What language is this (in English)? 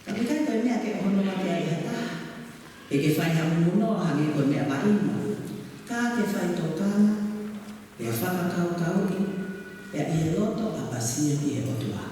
Tongan